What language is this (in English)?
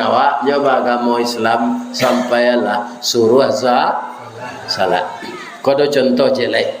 Minangkabau